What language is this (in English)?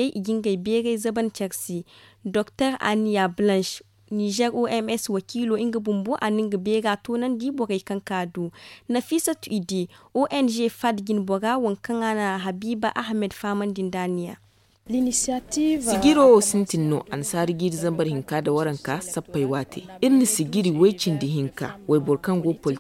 Zarma